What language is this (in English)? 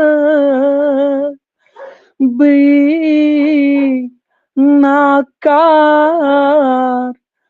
Kashmiri